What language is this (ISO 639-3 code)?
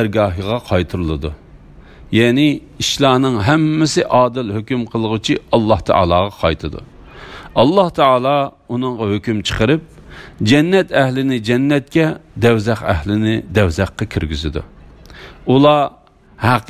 uig